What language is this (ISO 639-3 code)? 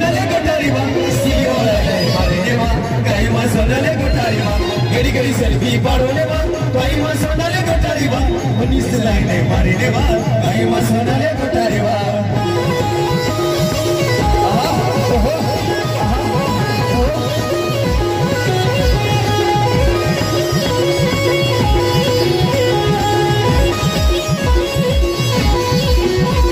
bho